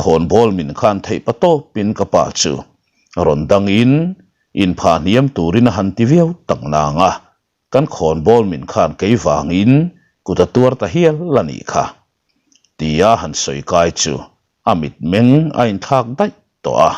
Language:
Mizo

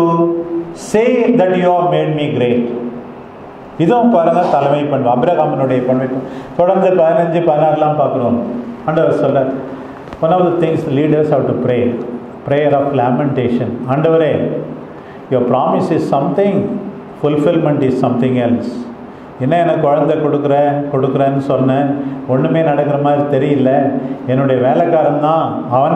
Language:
Tamil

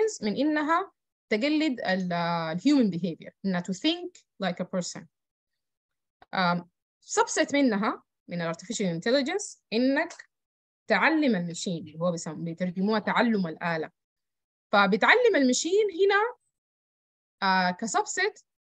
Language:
Sudanese Arabic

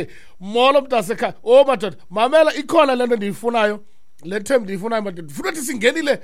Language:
Xhosa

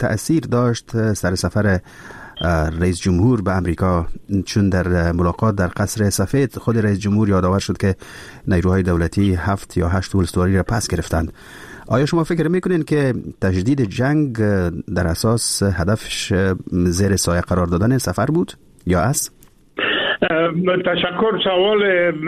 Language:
Persian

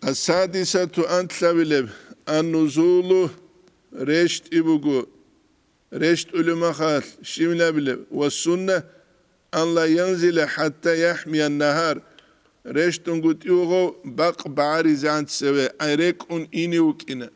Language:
Avaric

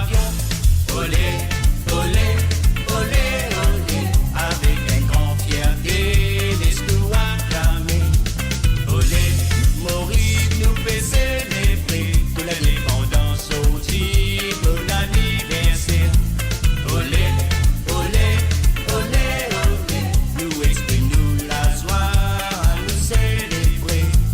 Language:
Morisyen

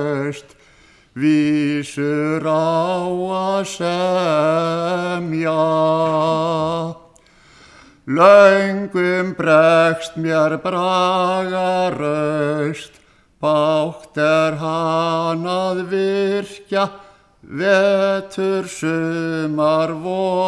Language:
Icelandic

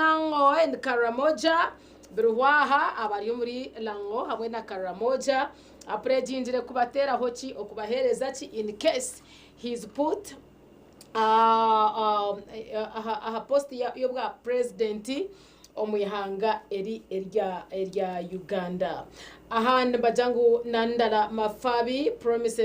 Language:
Nyankole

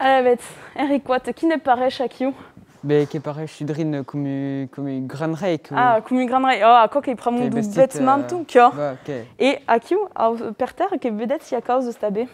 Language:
Occitan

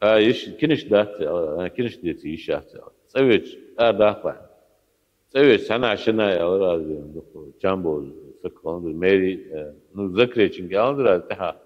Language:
Ingush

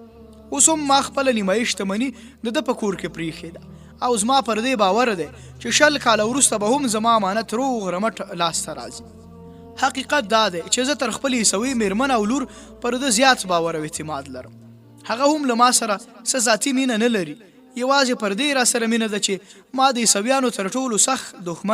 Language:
Pashto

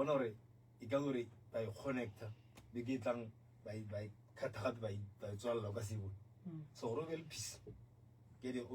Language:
Northern Sotho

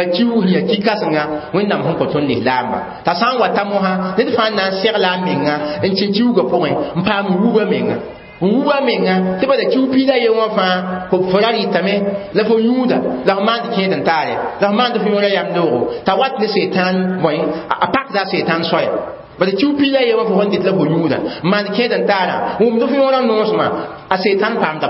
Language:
Mossi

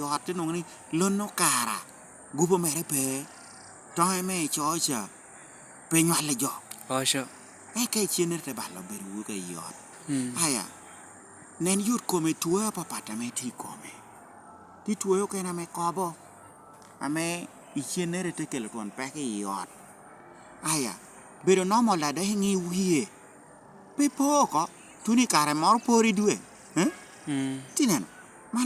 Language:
Lango (Uganda)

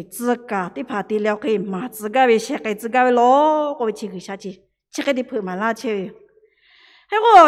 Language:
Lahu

